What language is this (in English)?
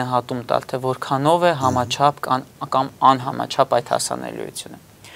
Armenian